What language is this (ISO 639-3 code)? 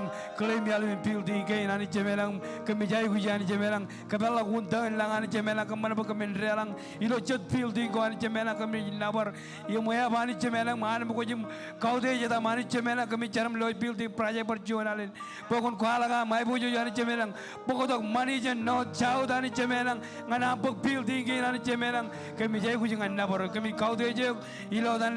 mah